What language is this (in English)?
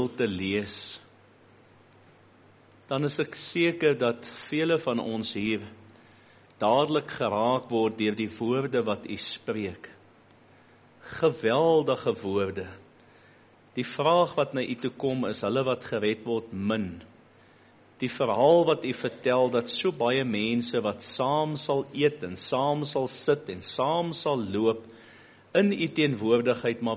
Afrikaans